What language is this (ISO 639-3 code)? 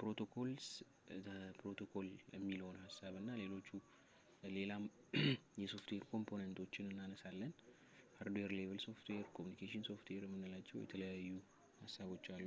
amh